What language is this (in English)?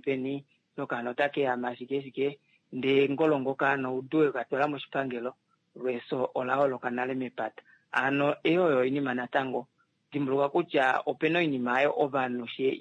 Kuanyama